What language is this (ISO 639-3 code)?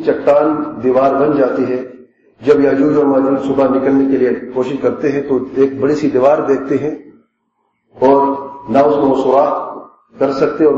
urd